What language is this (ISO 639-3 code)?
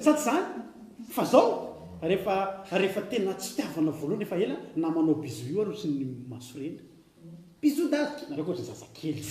mlg